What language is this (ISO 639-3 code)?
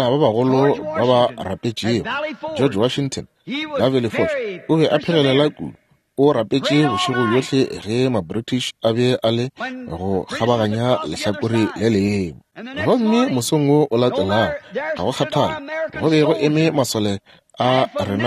nso